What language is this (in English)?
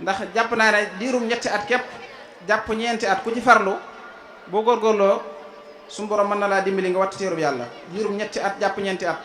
Wolof